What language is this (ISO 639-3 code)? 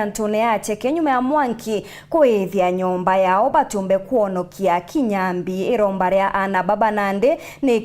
mer